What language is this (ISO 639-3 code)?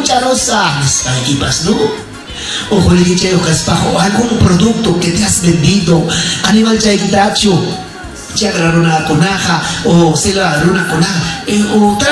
quy